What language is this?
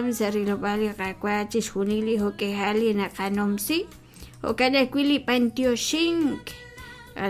Kekchí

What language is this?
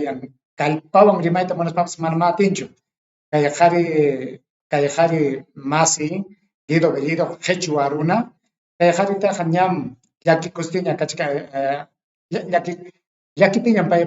Ayacucho Quechua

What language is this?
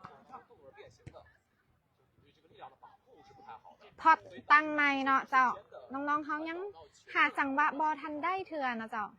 Lao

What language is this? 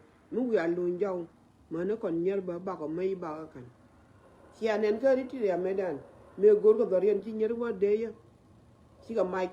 Nuer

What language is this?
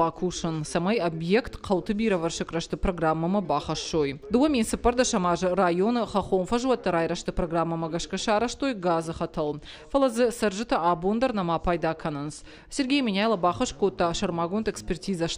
Ossetic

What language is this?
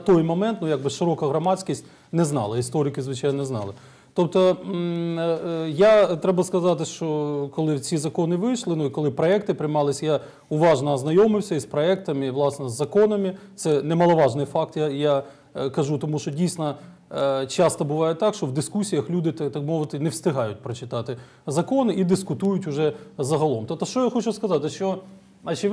Ukrainian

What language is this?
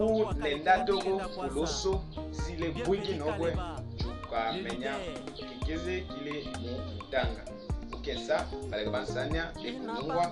Lega-Shabunda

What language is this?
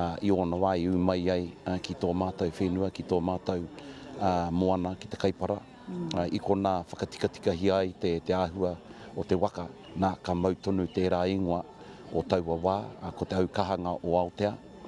Māori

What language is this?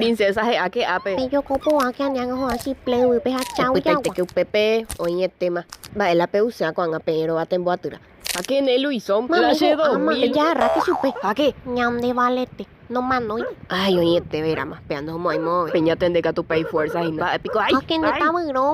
Guarani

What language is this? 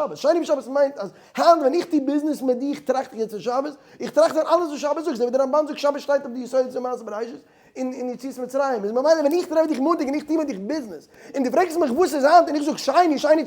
Yiddish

